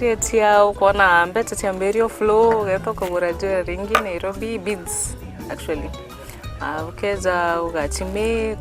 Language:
Meru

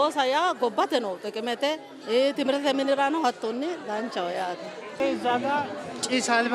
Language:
Sidamo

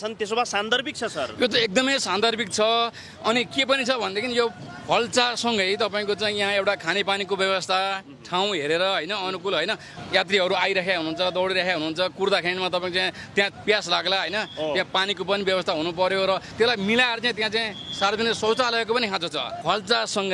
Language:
Nepali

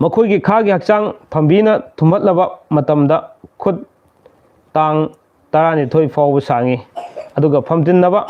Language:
Manipuri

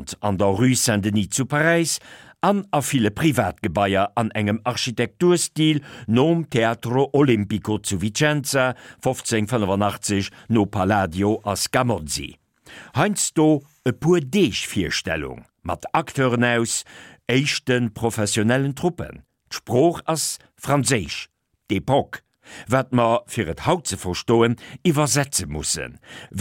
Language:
Luxembourgish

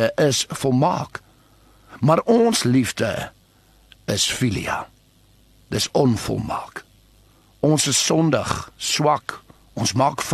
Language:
Afrikaans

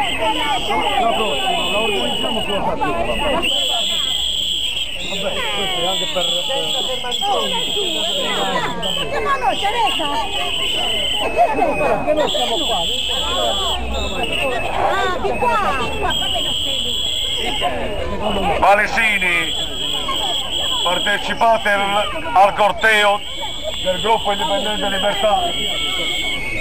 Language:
Italian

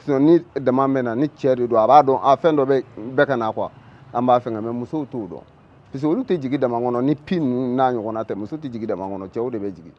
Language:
Bambara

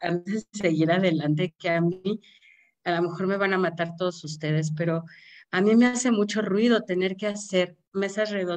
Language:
Spanish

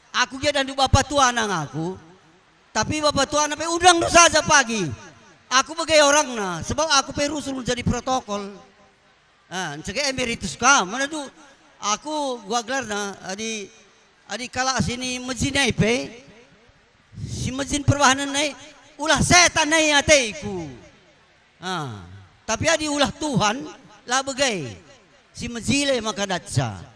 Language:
Batak Karo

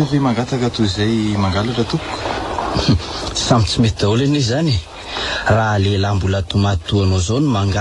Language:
Malagasy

